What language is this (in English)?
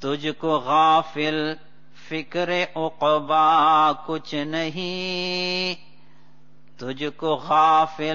Urdu